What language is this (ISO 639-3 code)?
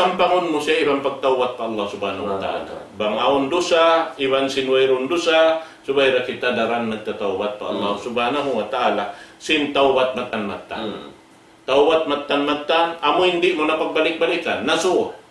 tsg